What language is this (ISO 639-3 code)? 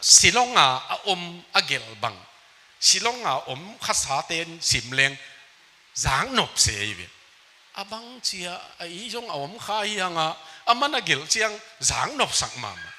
ctd